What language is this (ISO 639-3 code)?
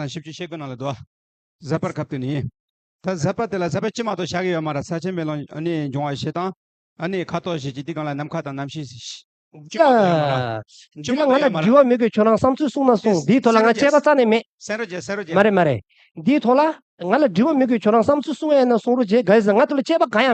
bod